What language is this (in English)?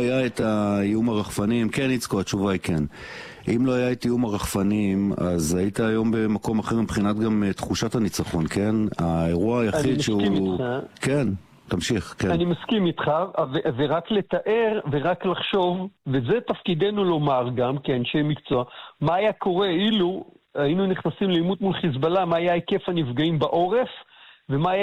Hebrew